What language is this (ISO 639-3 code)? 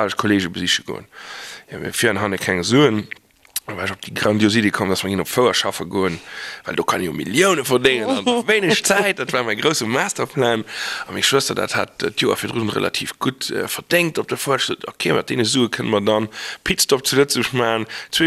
ltz